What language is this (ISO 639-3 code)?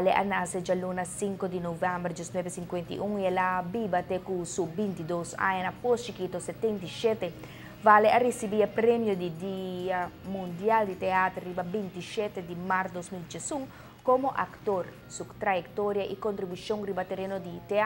pap